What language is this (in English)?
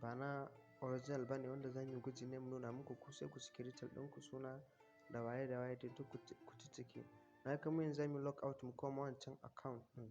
Hausa